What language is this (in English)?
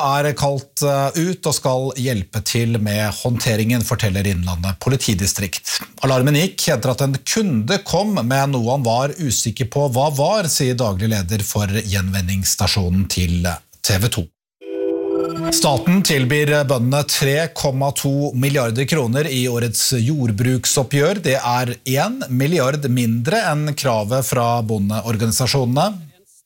Norwegian